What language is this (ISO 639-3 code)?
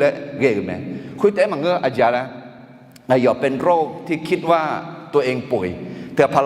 ahk